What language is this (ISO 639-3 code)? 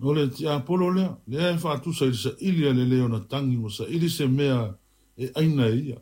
smo